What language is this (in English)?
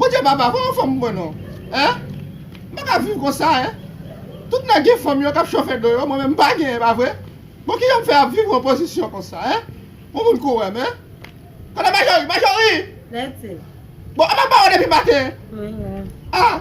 Haitian Creole